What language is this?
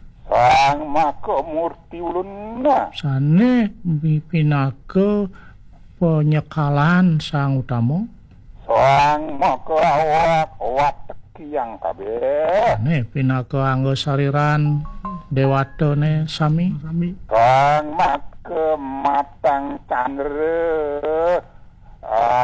Balinese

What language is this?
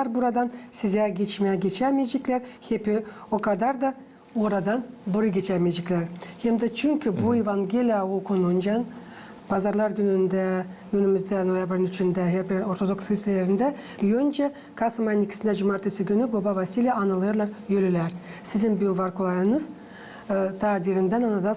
Gagauz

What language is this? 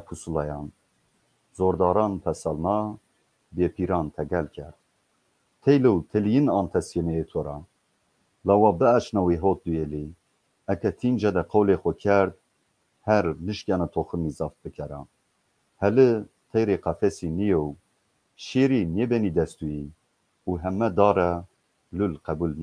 Zaza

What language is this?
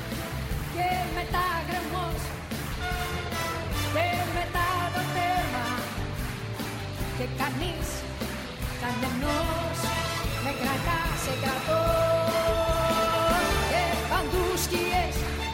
Greek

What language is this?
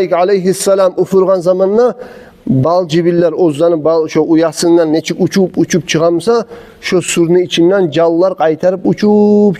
Kumyk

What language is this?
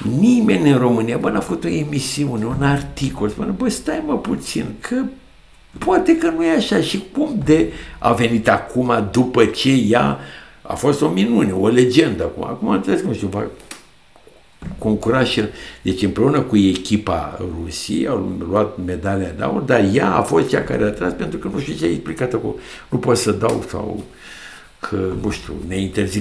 Romanian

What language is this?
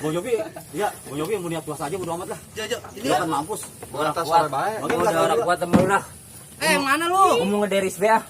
Betawi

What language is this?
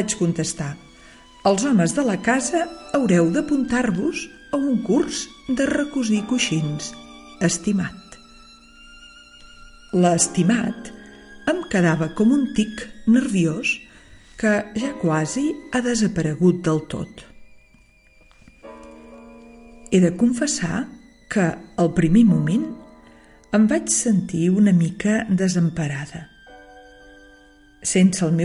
Catalan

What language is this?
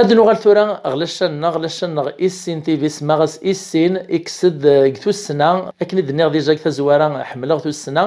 Kabyle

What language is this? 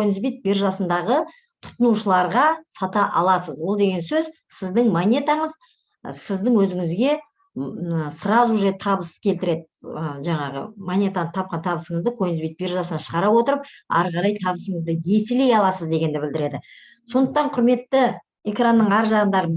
Kazakh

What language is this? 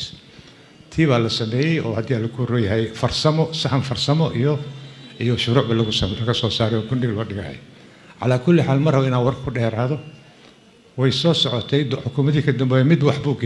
Somali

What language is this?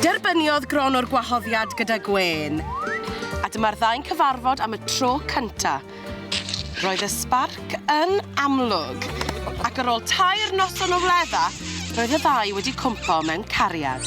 Welsh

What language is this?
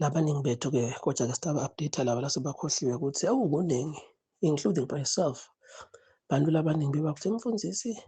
Zulu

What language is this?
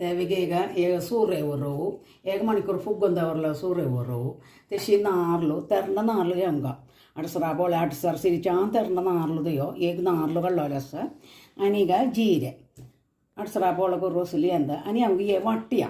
Konkani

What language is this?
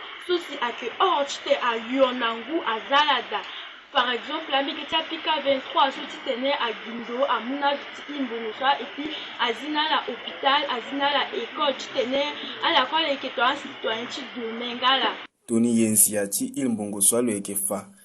Sango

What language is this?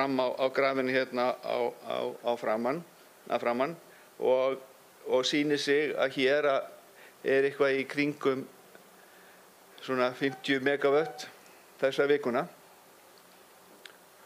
Icelandic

